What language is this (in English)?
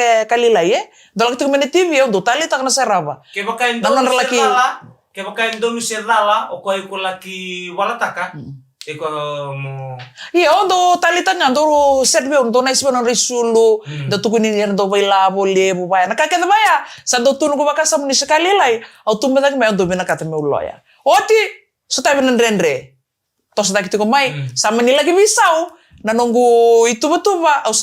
Fijian